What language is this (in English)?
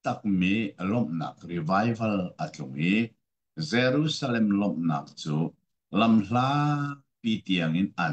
Hakha Chin